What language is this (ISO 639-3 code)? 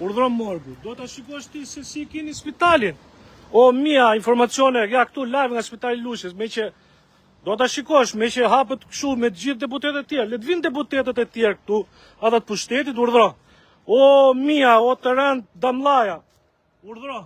sqi